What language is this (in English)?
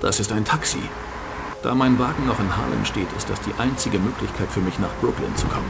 Bavarian